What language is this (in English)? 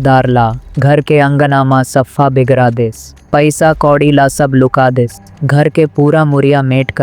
Chhattisgarhi